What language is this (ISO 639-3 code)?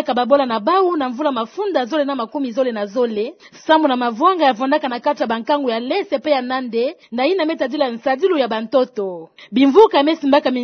ktu